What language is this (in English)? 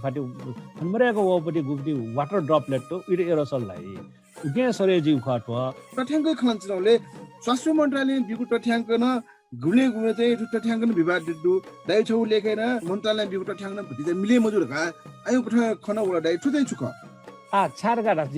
Newari